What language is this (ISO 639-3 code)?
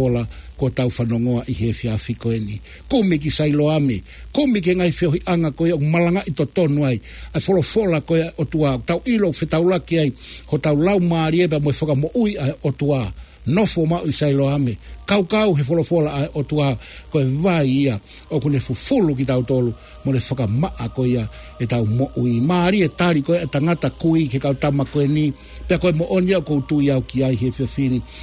ton